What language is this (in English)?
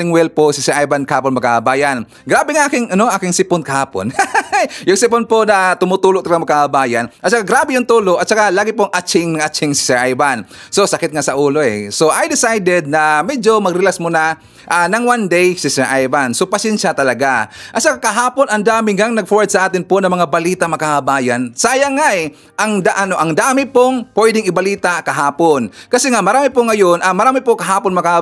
Filipino